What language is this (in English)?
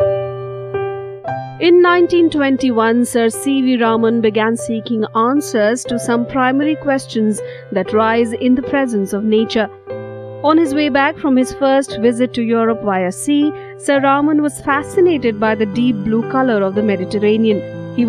English